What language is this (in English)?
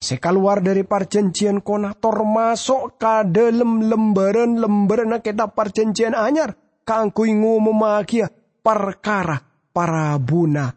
Madurese